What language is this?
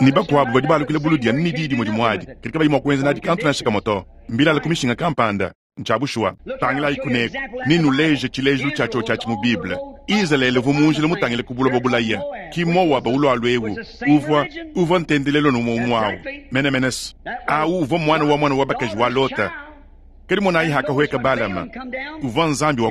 Luba-Lulua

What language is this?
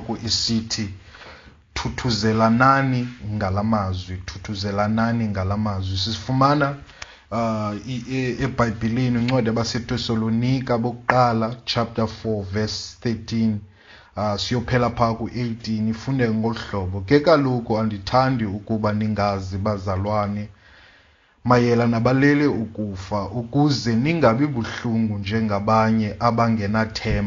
Xhosa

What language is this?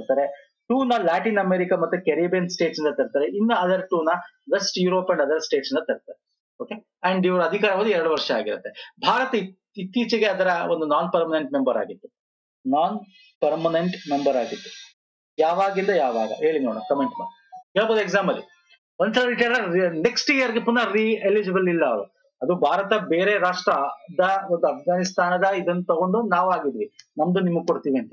Kannada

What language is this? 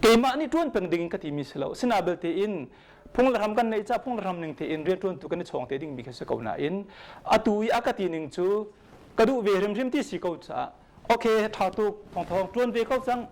Hakha Chin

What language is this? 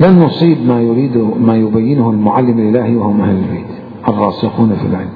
Mesopotamian Arabic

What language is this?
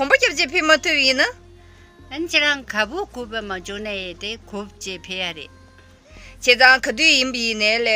Tibetan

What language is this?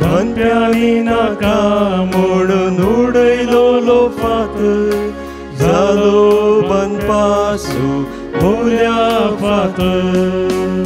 Konkani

